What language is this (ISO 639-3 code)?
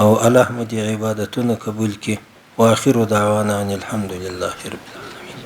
pus